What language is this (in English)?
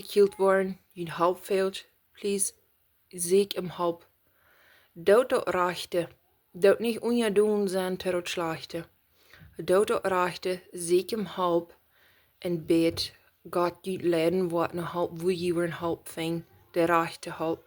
Plautdietsch